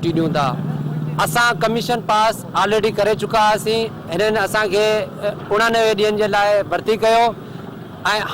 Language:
Sindhi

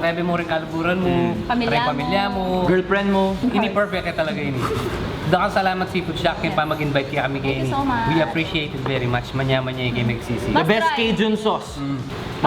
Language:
Pampanga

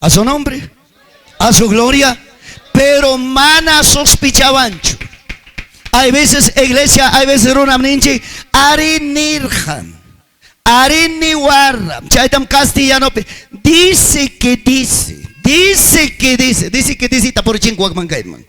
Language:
Ayacucho Quechua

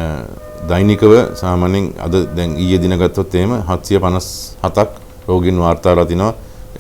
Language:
Sinhala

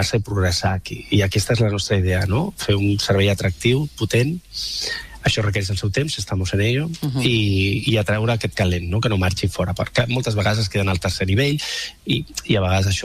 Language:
Catalan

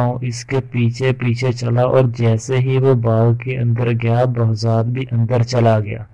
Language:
Urdu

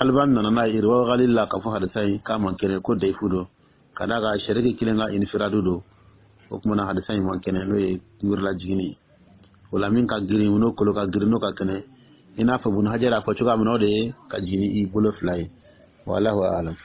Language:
Dyula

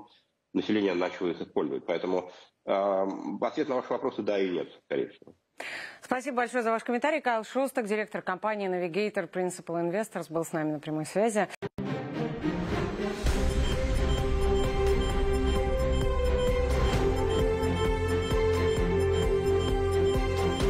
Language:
Russian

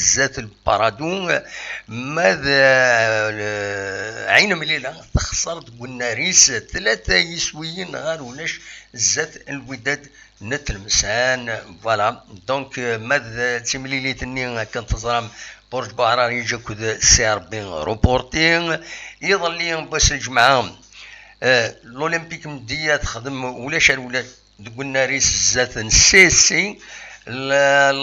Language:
Kabyle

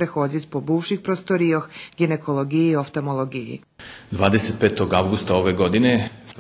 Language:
Rusyn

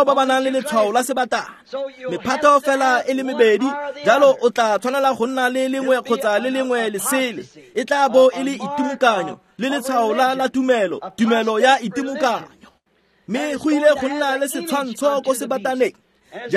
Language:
Tswana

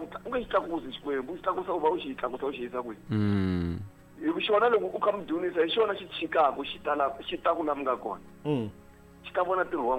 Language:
Tsonga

